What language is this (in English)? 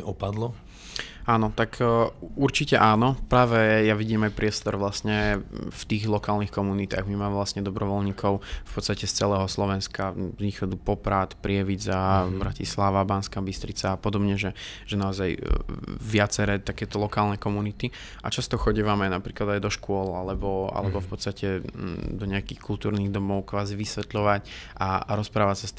Slovak